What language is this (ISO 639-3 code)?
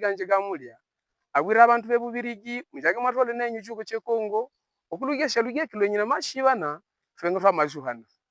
hav